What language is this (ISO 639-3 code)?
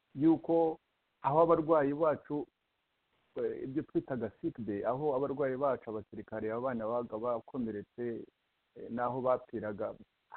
kin